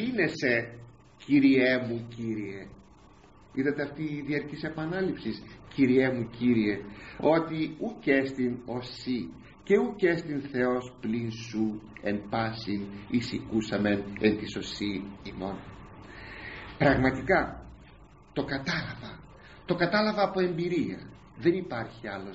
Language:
Greek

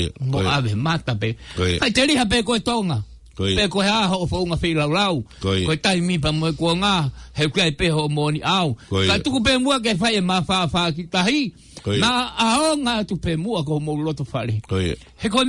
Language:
Tongan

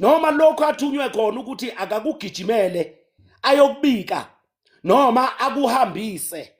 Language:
Zulu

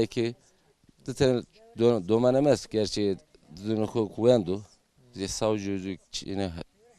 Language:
Zaza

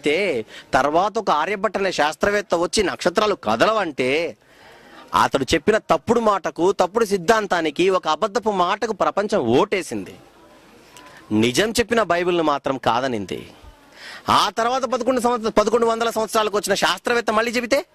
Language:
Telugu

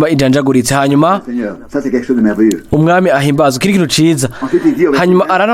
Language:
Rundi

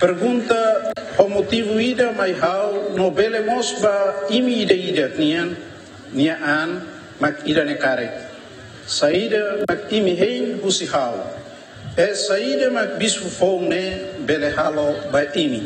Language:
Tetum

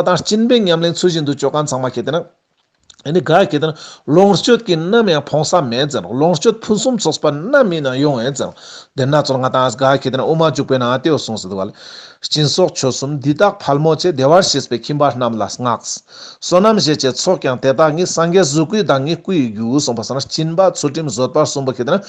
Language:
Ladakhi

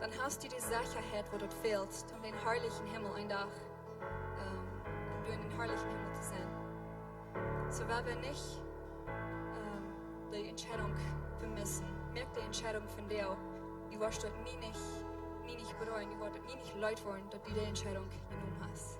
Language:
Plautdietsch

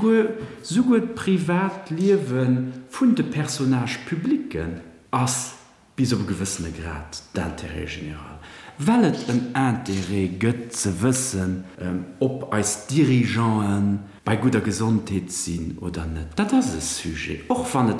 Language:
Luxembourgish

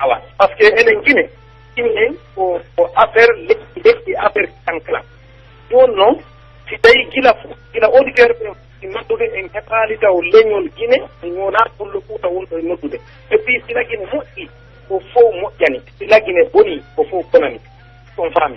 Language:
Pular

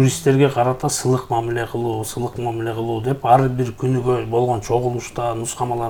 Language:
Kyrgyz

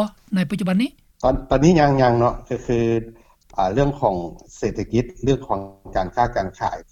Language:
Lao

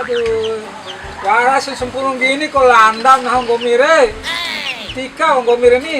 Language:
Bima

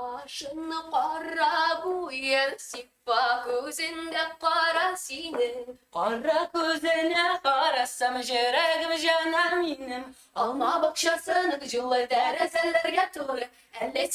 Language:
Tatar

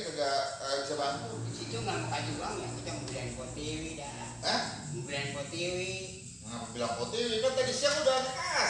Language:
Betawi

